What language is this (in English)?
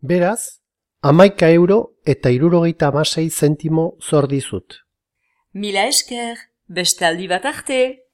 Basque